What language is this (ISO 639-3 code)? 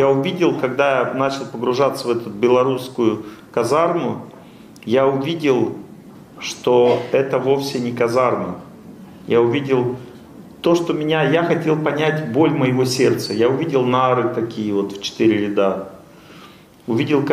rus